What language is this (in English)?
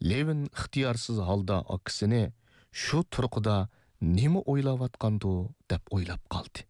Uyghur